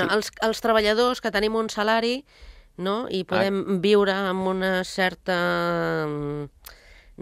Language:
Catalan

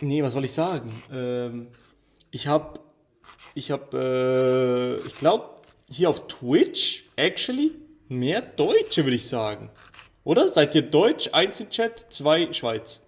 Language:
Swiss German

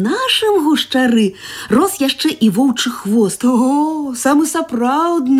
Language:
Belarusian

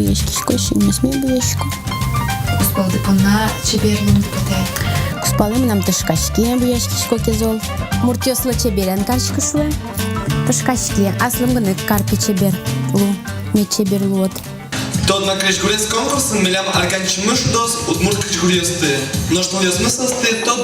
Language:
Udmurt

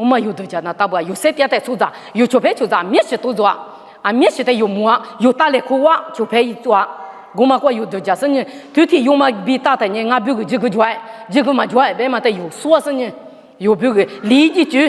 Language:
Lisu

